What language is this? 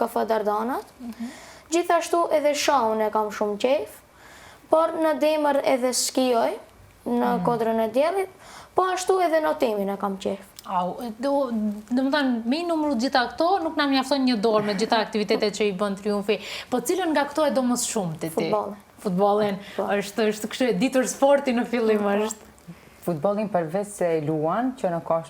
Albanian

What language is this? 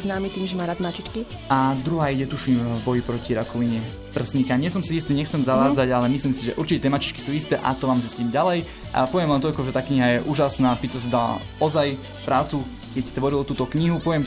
Slovak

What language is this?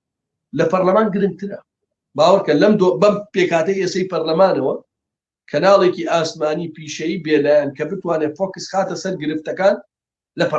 Central Kurdish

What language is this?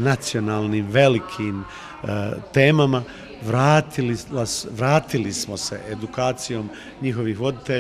Bosnian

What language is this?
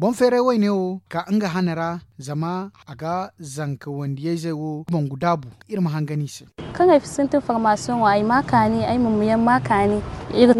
Zarma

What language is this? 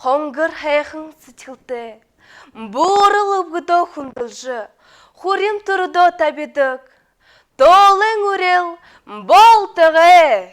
Buriat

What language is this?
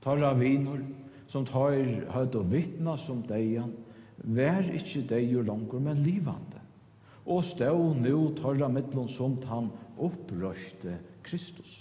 Faroese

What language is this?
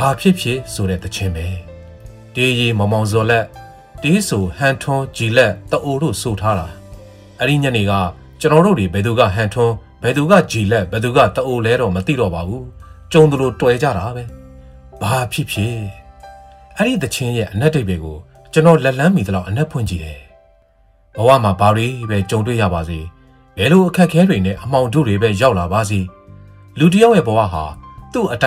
Burmese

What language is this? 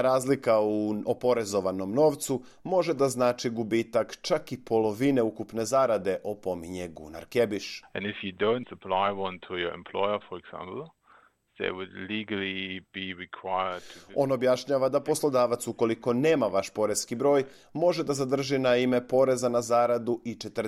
Serbian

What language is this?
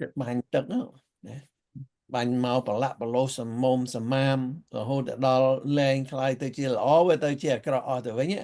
Khmer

